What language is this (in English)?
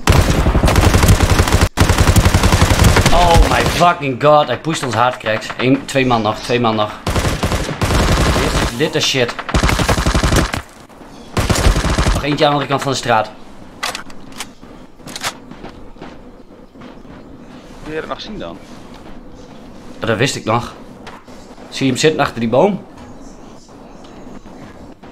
Dutch